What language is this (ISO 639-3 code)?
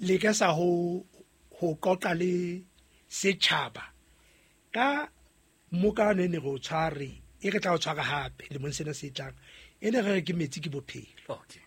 sot